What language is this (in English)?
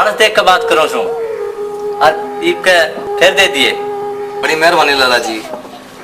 Haryanvi